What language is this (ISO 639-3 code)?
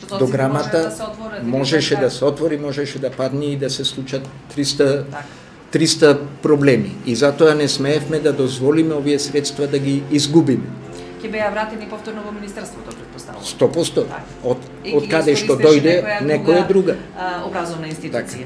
mkd